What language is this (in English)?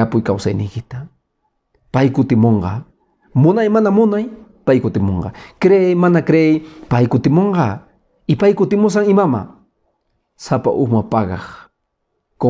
Quechua